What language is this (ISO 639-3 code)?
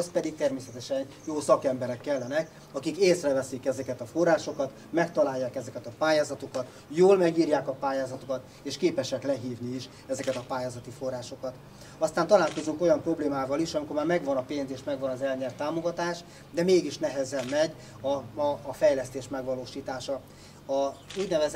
hun